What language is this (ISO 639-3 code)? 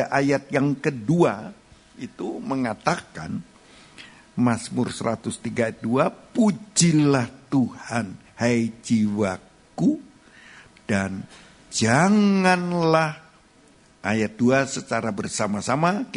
ind